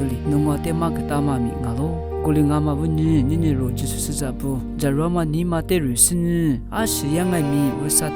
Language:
Lisu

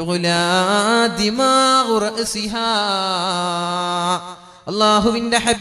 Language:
Malayalam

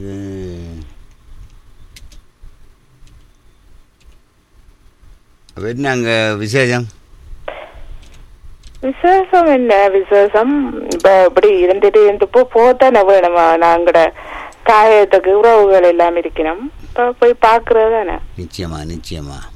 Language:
Tamil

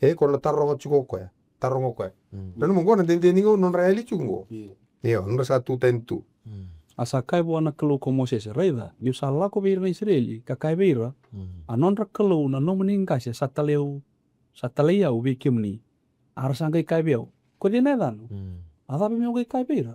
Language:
Fijian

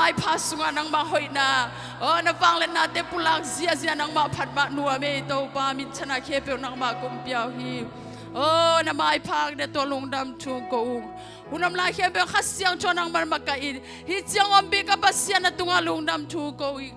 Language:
Tedim Chin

